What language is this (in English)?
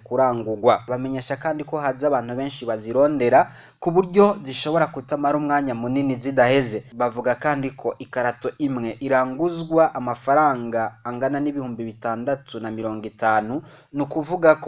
Rundi